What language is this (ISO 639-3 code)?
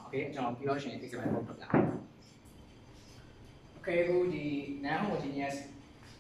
mya